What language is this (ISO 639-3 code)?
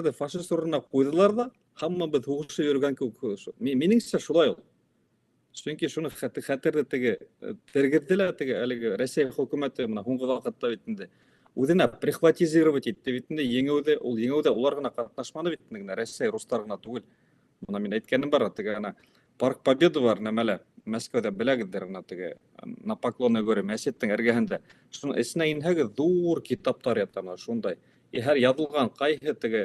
bak